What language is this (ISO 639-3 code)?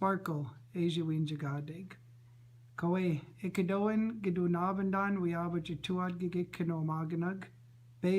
ciw